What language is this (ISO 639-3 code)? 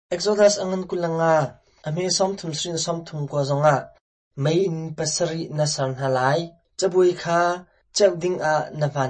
cnh